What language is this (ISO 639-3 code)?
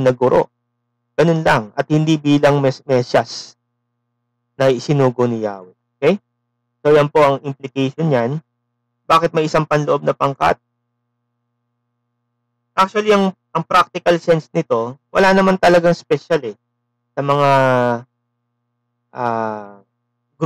fil